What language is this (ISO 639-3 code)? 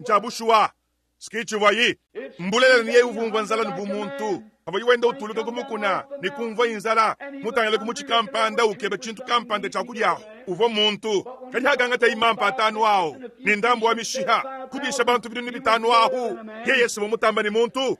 lua